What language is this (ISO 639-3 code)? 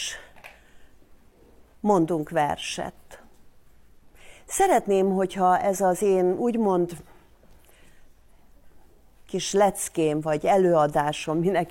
hun